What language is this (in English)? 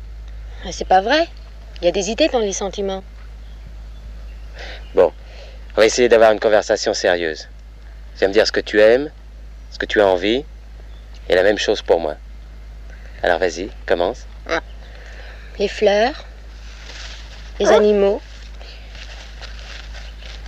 French